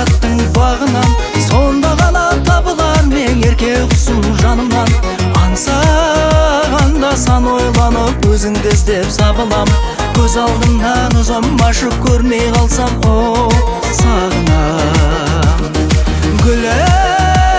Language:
Kazakh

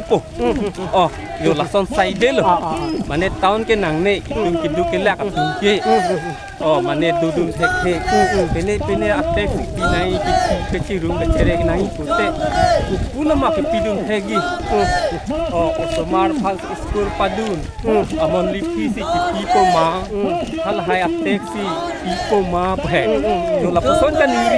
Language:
Karbi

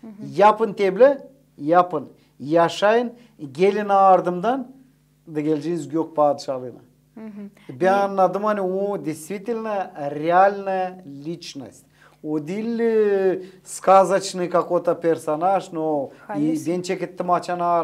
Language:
Gagauz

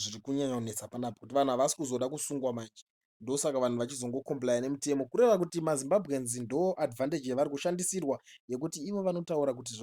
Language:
Shona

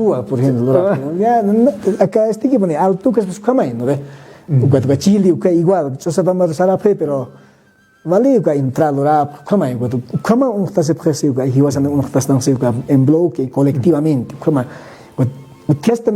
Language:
Aymara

